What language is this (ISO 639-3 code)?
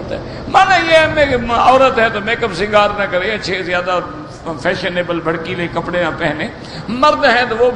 urd